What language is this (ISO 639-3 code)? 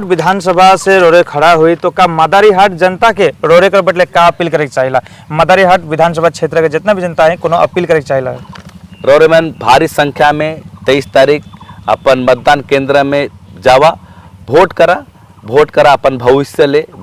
sck